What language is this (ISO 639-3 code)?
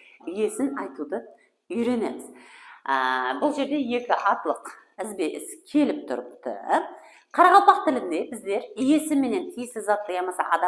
kaa